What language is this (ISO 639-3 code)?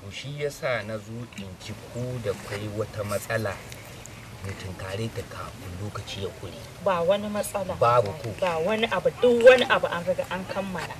hau